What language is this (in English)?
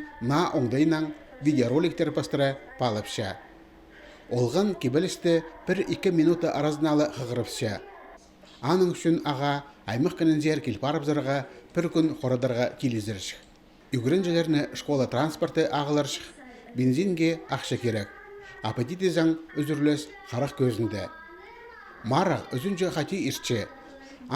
Khakas